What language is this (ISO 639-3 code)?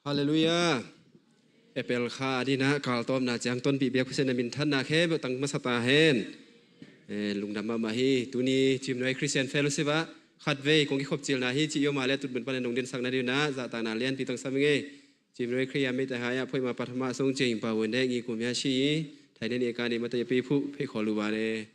ctd